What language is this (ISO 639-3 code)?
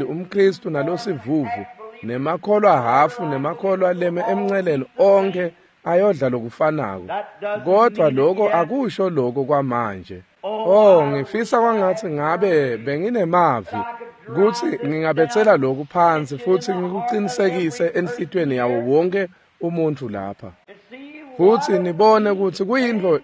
ssw